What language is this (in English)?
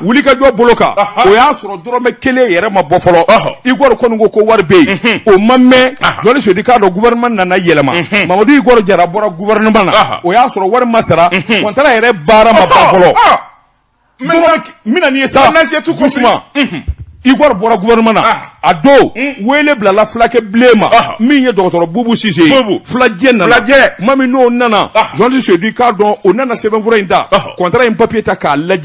Bambara